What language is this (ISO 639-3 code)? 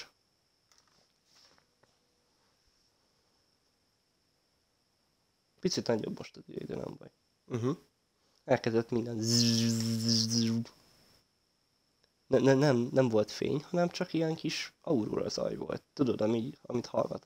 hun